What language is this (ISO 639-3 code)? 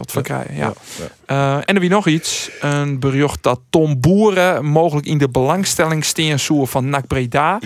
fry